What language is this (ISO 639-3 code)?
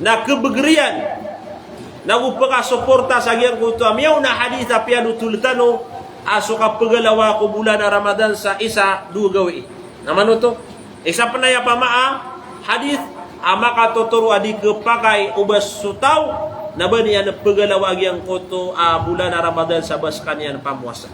mrw